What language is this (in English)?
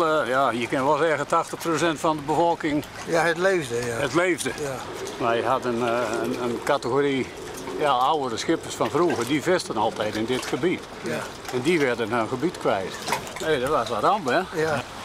Western Frisian